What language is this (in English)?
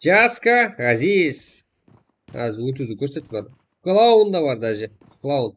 Kara-Kalpak